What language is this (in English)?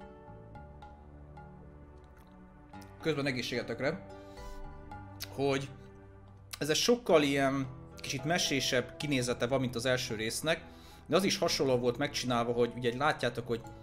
Hungarian